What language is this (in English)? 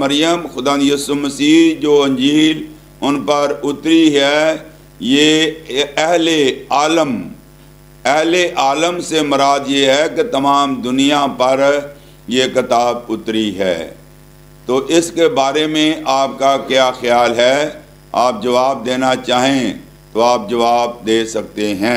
Urdu